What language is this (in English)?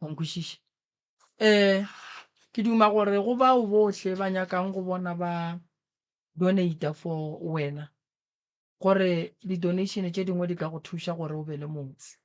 Northern Sotho